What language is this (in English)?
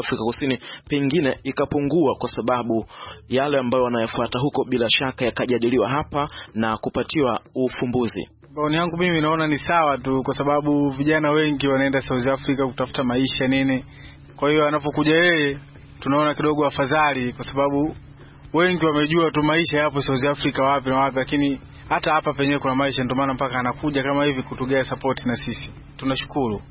Swahili